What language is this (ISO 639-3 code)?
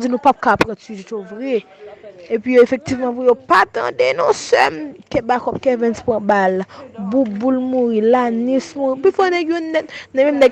hat